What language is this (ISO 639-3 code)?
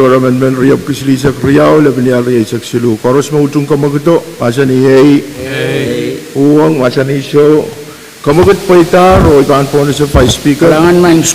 pon